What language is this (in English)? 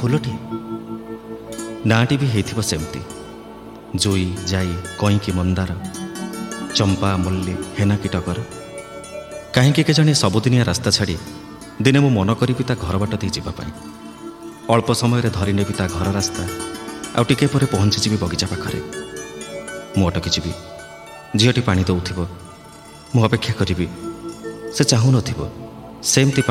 Odia